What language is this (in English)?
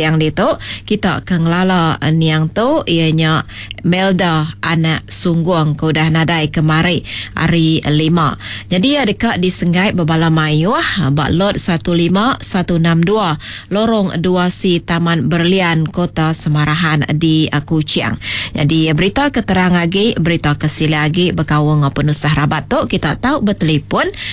Iban